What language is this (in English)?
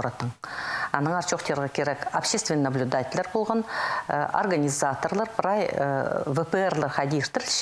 Khakas